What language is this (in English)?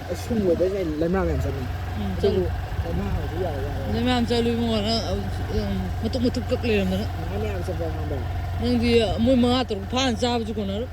Manipuri